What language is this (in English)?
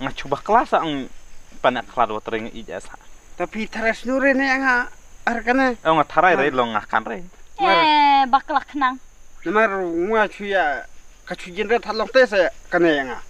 Khasi